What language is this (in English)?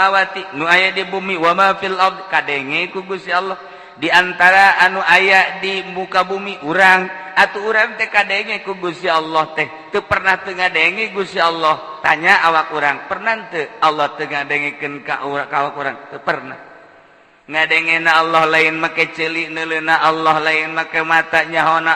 Sundanese